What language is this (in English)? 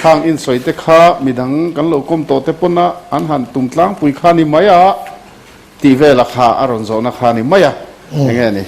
Mizo